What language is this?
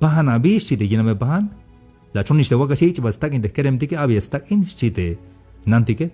Tzeltal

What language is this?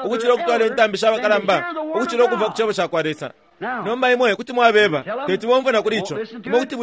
Bemba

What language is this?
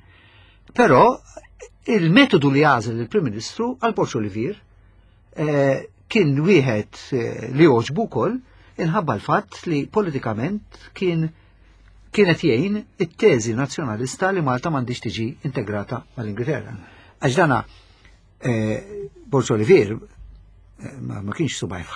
Maltese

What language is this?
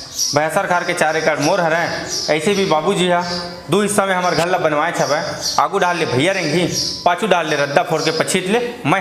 Chhattisgarhi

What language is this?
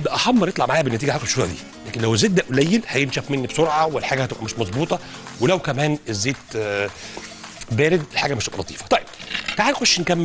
Egyptian Arabic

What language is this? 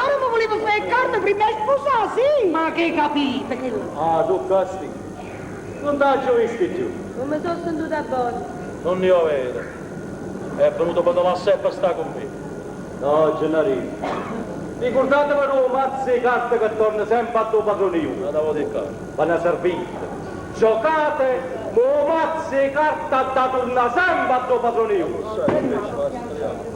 Neapolitan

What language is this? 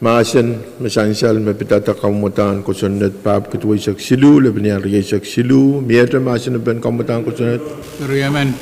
Pohnpeian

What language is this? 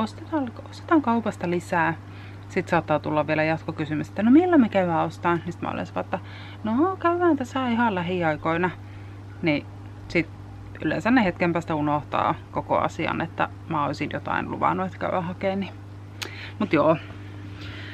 Finnish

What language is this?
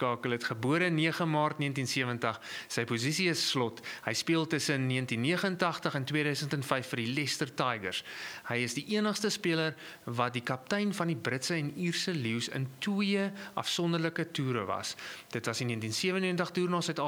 Afrikaans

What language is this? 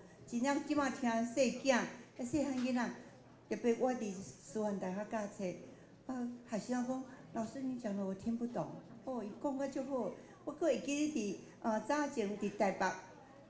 Min Nan Chinese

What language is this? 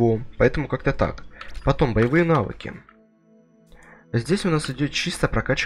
Russian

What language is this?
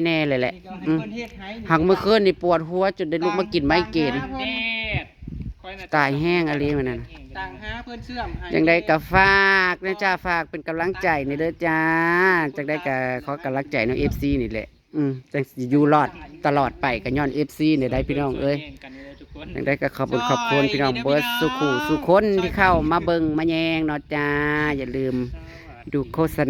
Northeastern Thai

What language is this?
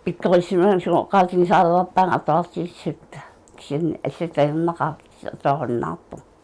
Kalaallisut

